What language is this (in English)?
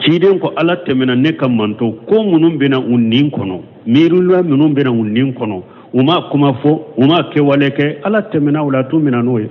Bambara